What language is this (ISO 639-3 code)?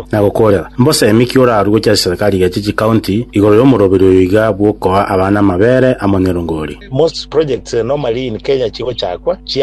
guz